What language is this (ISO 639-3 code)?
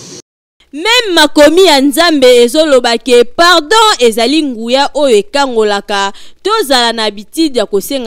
lin